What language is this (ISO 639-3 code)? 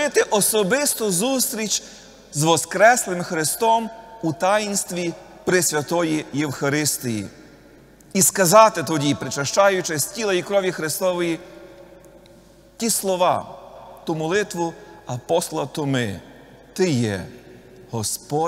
ukr